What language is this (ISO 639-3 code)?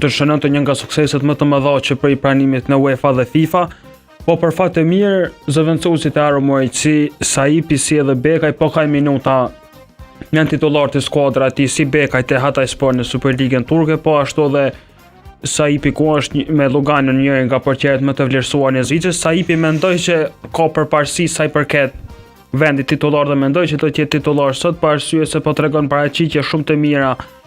sqi